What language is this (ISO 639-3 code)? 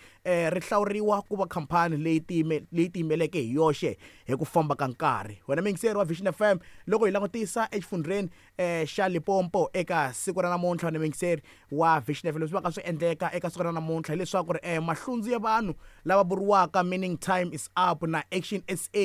tso